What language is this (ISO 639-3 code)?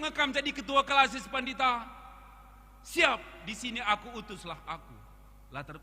btx